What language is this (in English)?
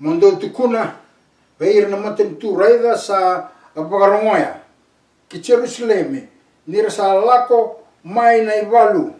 Fijian